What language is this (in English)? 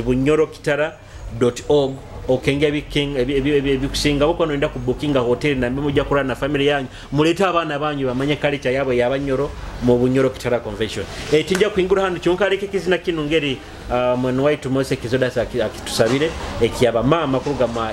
Nyoro